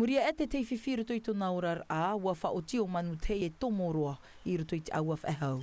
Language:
Tahitian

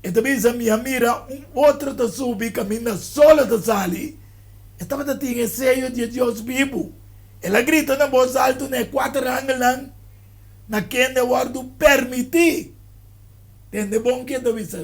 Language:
Papiamento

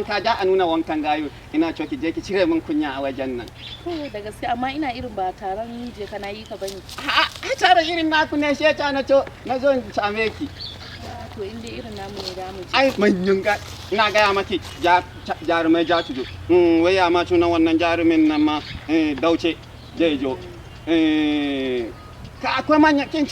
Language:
Hausa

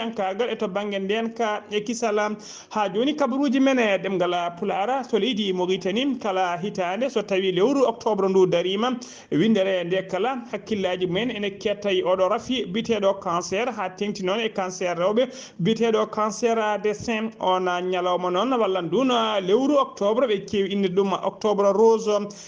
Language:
Fula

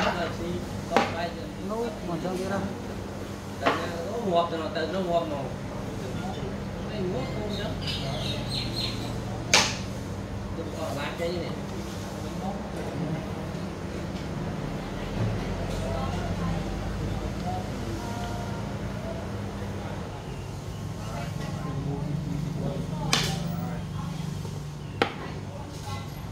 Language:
Vietnamese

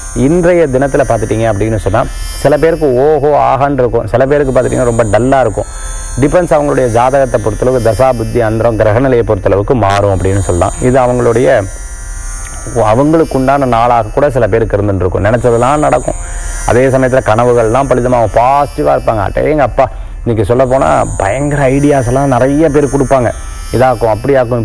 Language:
Tamil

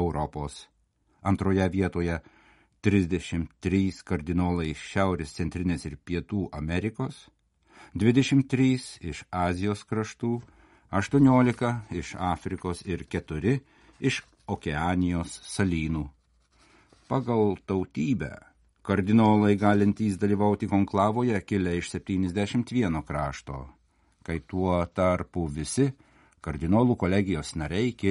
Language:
Lithuanian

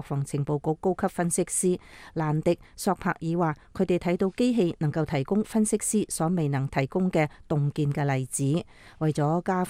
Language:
Cantonese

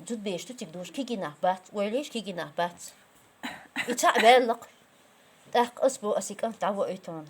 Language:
Chechen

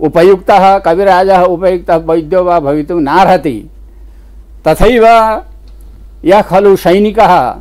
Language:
Sanskrit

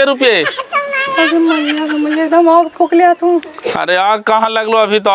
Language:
Magahi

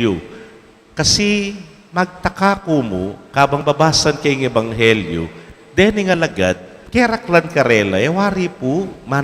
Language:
Pampanga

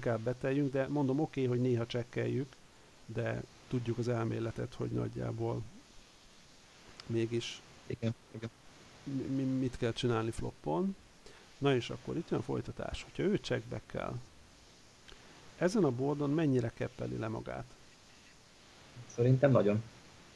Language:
Hungarian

